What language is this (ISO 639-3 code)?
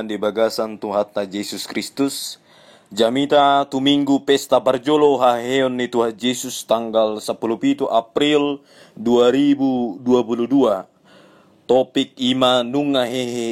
bbc